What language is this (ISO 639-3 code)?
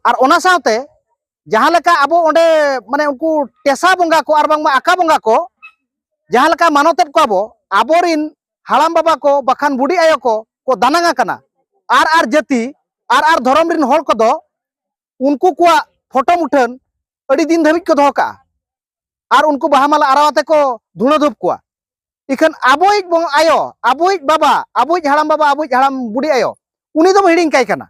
sat